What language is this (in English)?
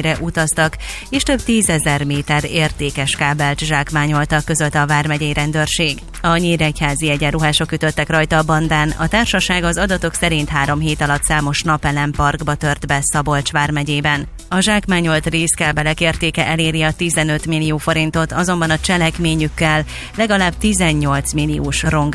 Hungarian